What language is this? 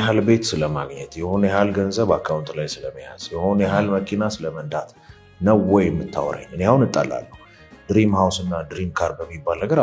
Amharic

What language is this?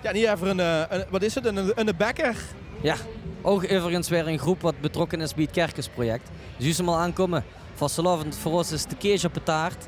Limburgish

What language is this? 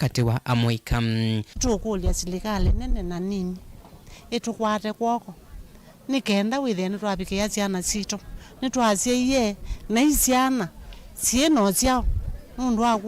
Kamba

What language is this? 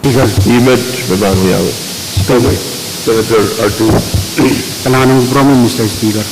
Pohnpeian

